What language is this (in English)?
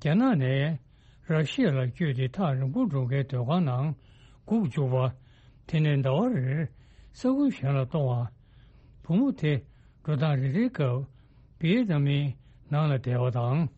Tibetan